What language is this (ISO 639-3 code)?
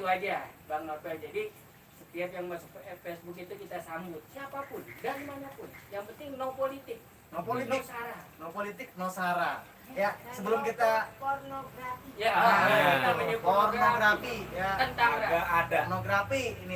bew